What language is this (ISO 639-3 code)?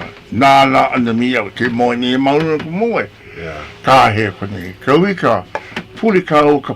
haw